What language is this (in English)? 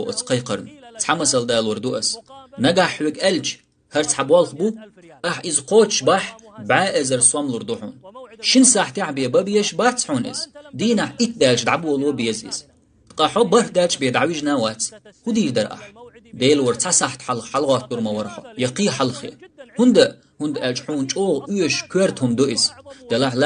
Chechen